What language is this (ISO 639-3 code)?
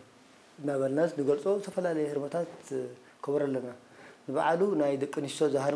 tir